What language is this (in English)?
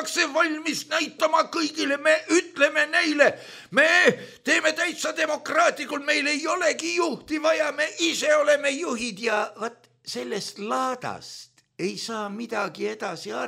Estonian